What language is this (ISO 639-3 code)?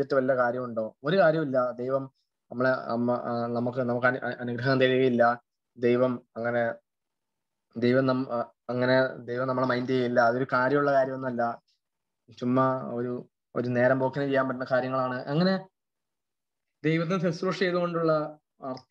mal